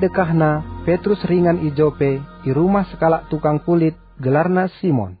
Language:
Batak Karo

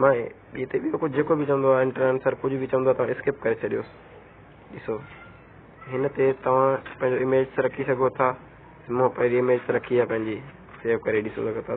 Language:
Sindhi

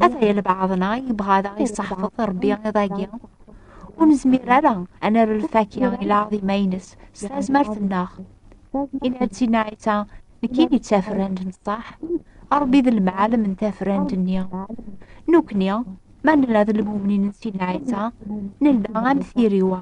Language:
Kabyle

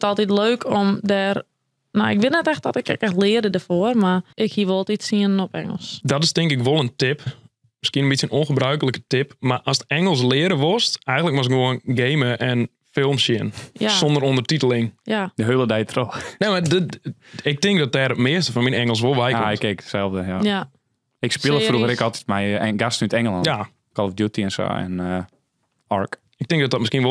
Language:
Western Frisian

